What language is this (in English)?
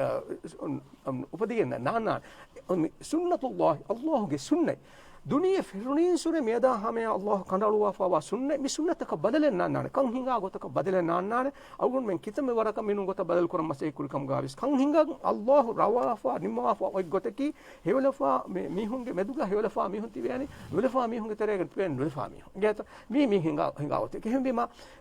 Divehi